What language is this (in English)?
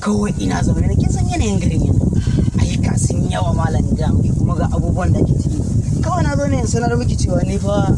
Hausa